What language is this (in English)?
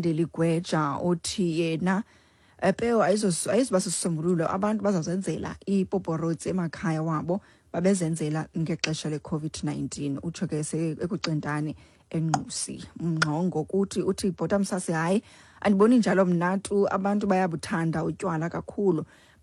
Xhosa